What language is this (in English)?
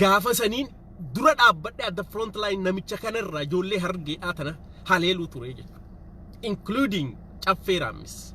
Oromo